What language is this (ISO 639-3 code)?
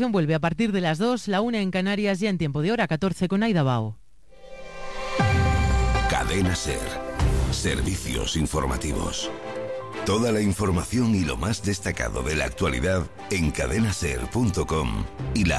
spa